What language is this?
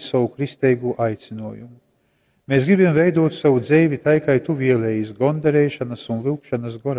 Latgalian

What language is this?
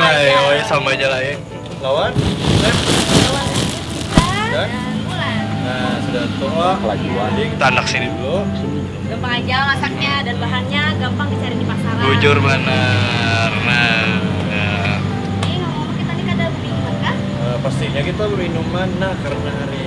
Banjar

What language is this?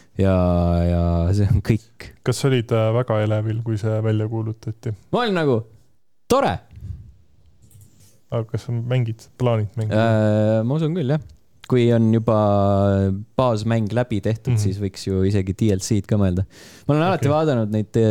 Estonian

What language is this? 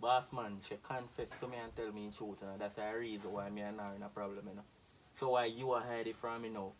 Jamaican Creole English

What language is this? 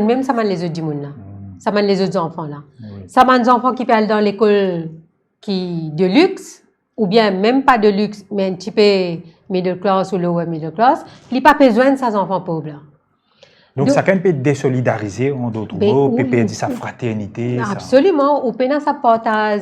Morisyen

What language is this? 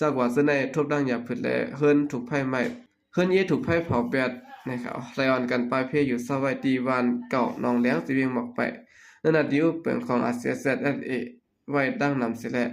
Shan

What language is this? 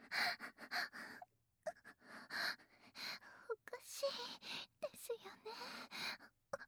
Japanese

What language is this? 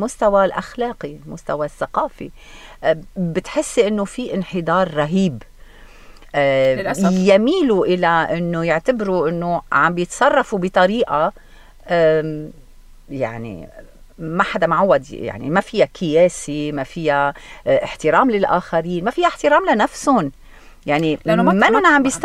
North Levantine Arabic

